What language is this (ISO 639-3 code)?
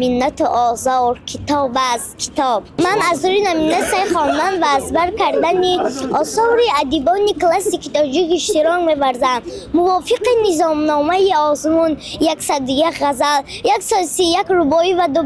tgk